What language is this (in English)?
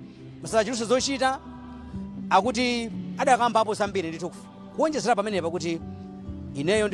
Nyanja